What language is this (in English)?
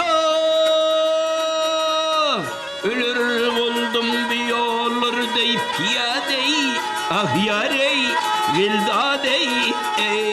Turkmen